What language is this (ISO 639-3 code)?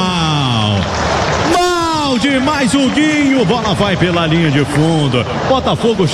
por